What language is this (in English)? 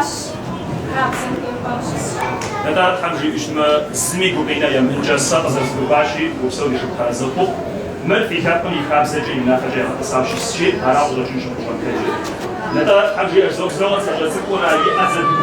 Kabardian